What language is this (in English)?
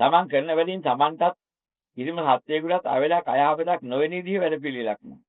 Sinhala